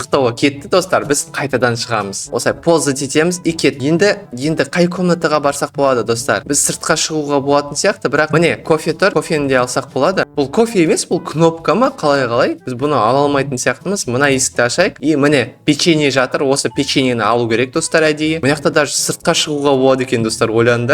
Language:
Kazakh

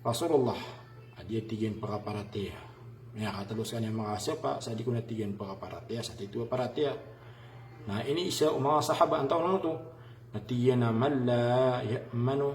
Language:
Maranao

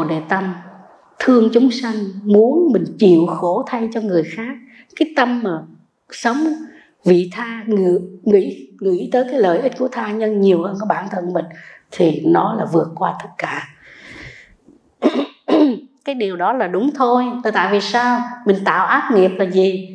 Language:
Vietnamese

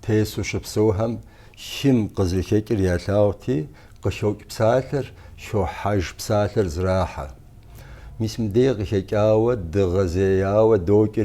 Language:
Kabardian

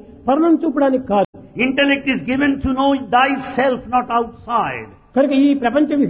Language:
Telugu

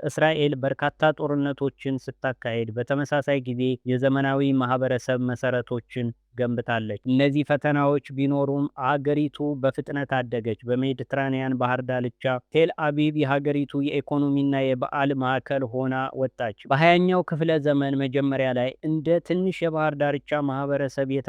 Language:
Amharic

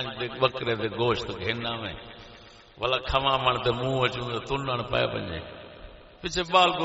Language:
Saraiki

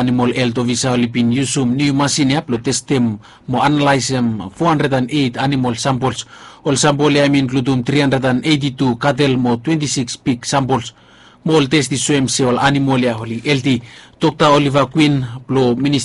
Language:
Bislama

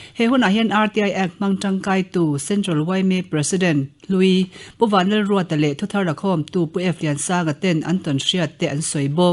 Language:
Mizo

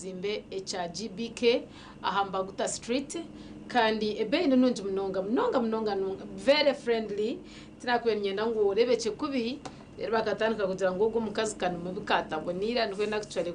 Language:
Nyankole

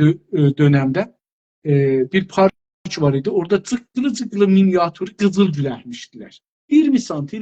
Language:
South Azerbaijani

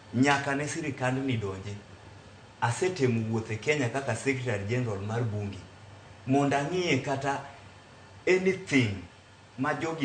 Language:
Luo (Kenya and Tanzania)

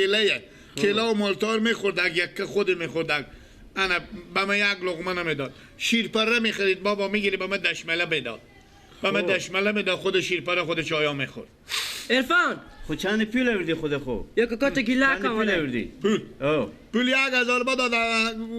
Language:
Persian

